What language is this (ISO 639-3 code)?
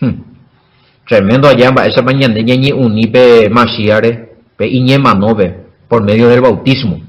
grn